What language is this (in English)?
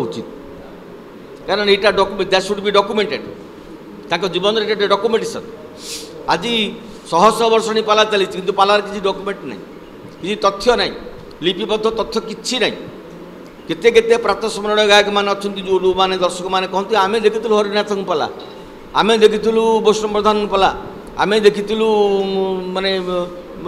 Odia